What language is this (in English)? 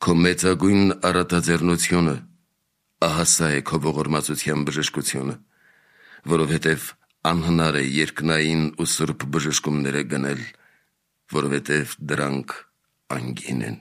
Armenian